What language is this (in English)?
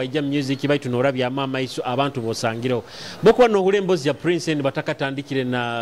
Nyoro